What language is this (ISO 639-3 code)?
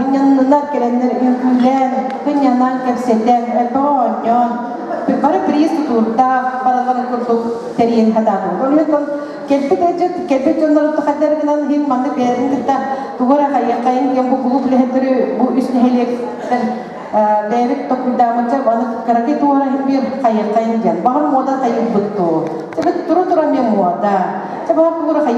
sah